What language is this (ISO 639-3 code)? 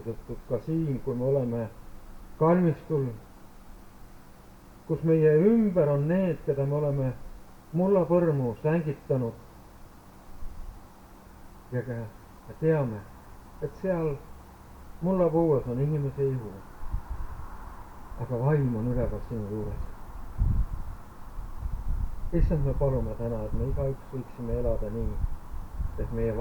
est